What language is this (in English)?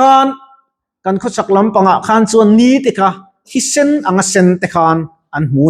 Mizo